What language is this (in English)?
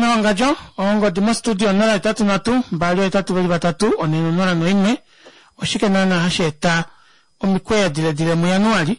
Kuanyama